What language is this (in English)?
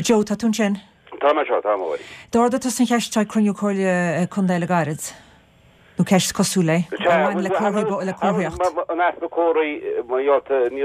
Irish